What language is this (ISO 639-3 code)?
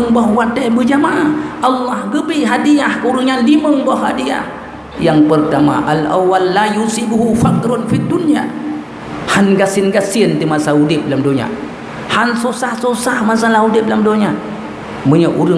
ace